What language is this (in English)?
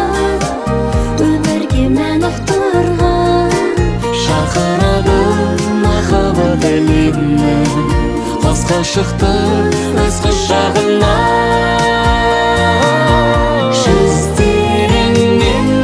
Kazakh